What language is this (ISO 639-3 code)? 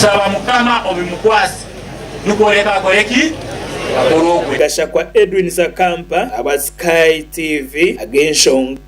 nyn